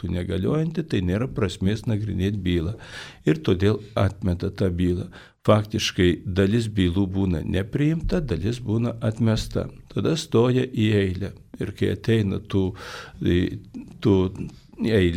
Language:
Lithuanian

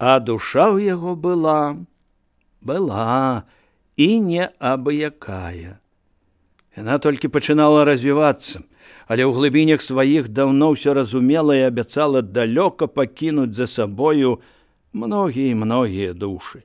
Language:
Belarusian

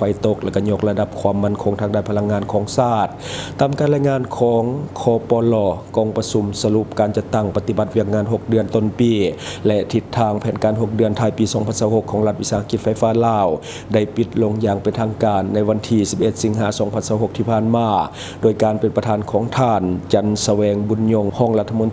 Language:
Lao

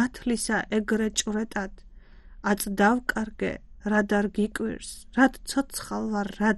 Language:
Georgian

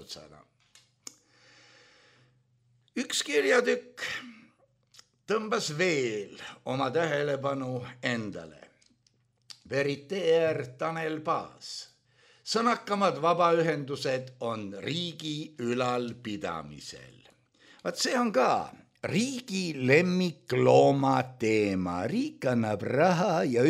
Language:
Estonian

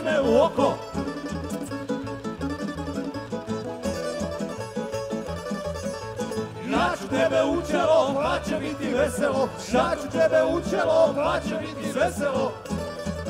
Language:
Croatian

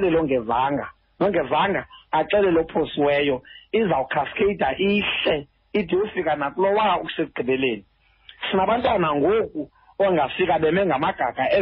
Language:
Xhosa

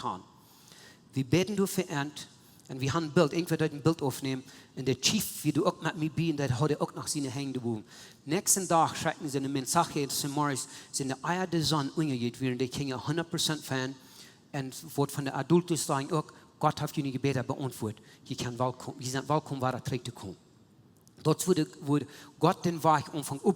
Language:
Plautdietsch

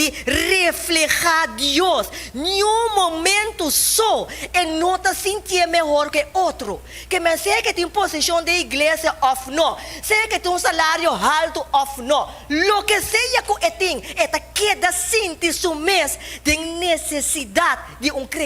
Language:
Papiamento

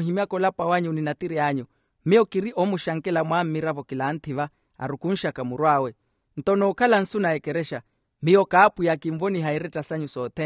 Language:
Makhuwa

